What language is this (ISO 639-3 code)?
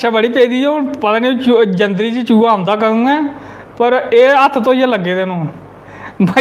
doi